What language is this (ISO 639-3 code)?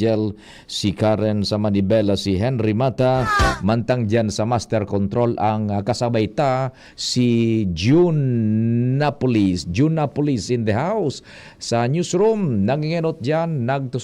bik